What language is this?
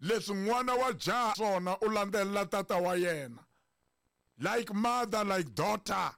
Tsonga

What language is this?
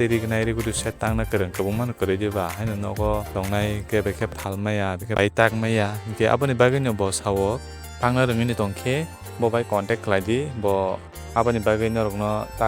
Kok Borok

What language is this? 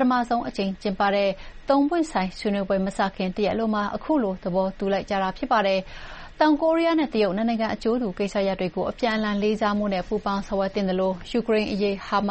Burmese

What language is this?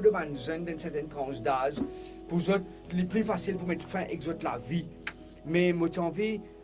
Morisyen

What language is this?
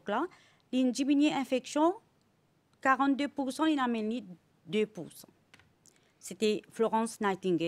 Morisyen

